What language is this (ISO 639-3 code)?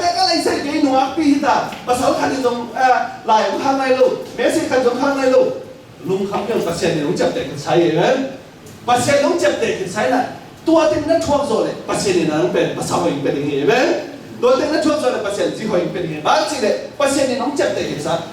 ctd